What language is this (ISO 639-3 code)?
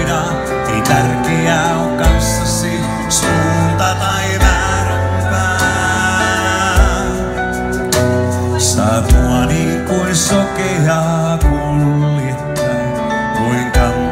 fin